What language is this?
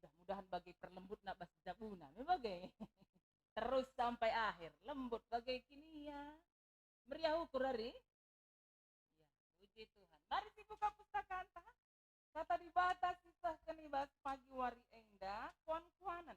Batak Karo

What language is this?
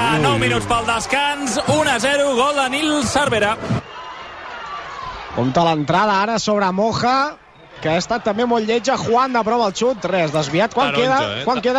Catalan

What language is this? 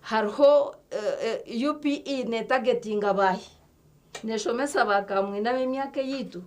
Nyankole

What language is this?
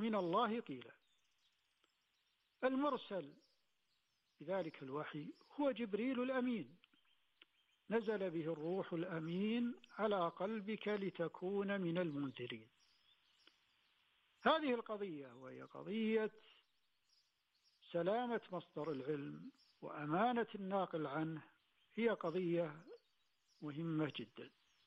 Arabic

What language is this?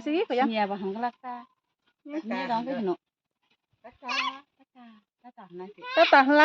Kok Borok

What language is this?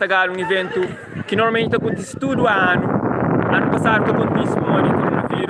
Kabuverdianu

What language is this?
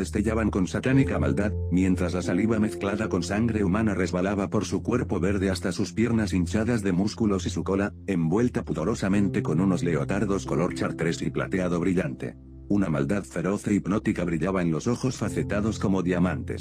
Spanish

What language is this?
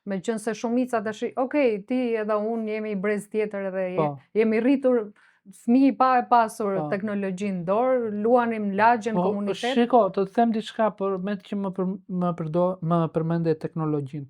Albanian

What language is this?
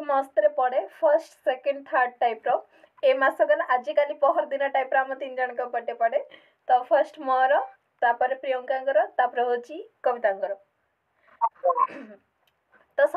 Odia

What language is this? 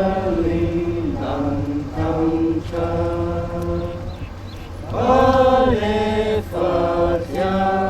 Falam Chin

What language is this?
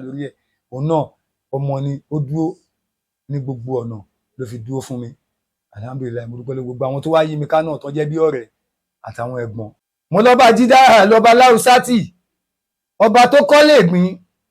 Yoruba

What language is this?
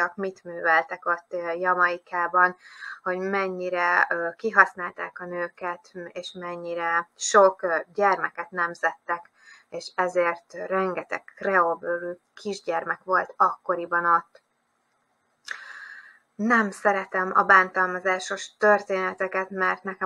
Hungarian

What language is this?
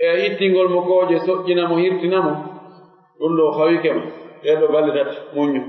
Fula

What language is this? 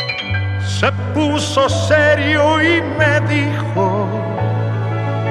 Spanish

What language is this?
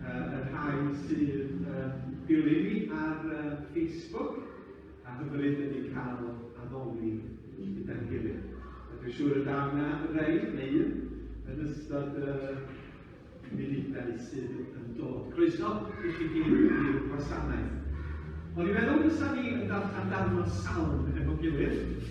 Welsh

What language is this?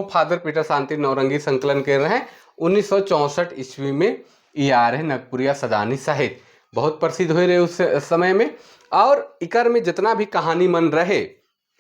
Sadri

